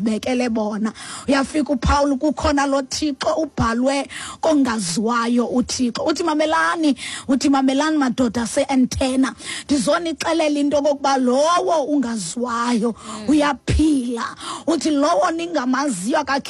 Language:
Xhosa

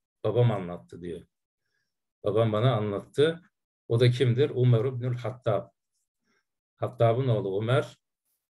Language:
Turkish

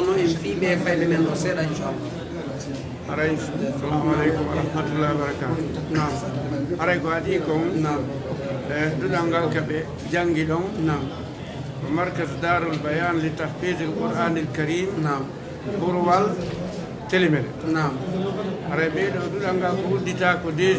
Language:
Pular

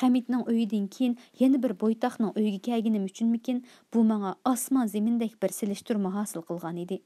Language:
Uyghur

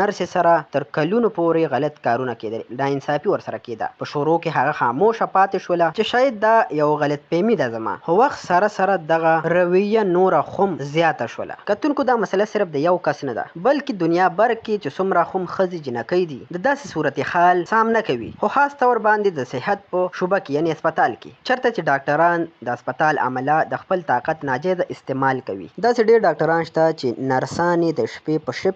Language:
Pashto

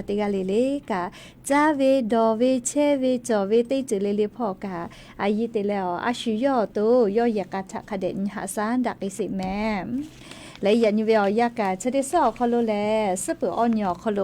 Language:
Lahu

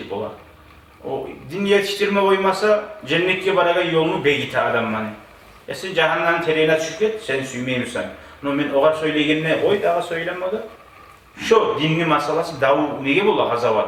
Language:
Kumyk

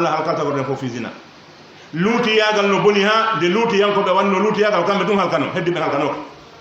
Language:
Pular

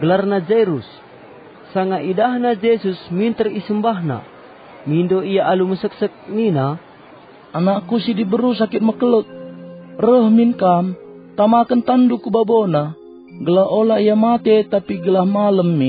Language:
Batak Karo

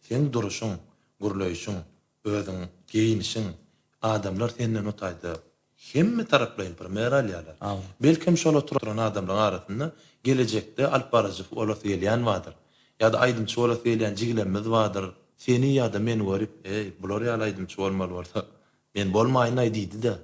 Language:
Turkmen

